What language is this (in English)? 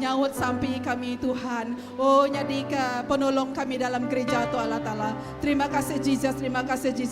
Iban